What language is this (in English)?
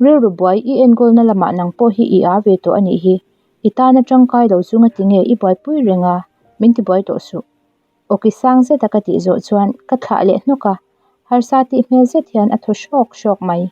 Mizo